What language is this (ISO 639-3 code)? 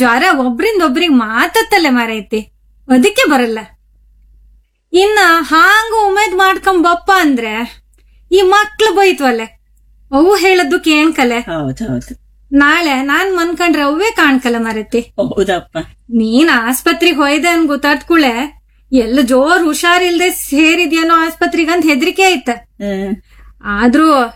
kan